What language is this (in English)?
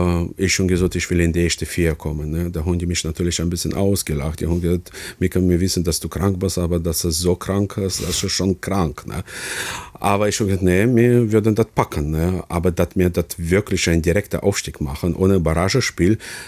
Luxembourgish